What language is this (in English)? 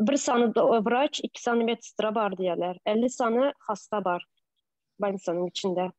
Turkmen